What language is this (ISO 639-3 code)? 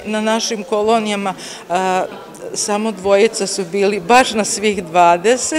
srp